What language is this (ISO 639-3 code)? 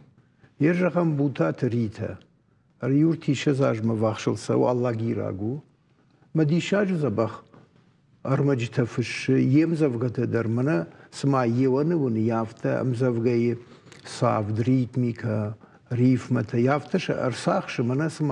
oss